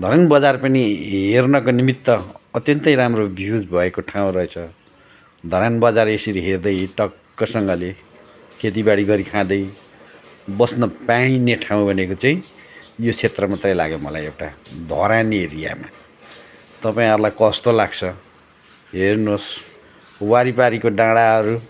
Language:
Nepali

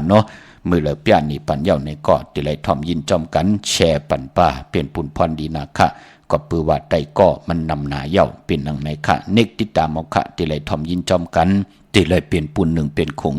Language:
Shan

